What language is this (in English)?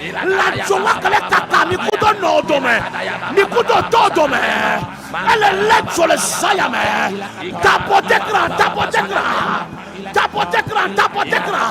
Ewe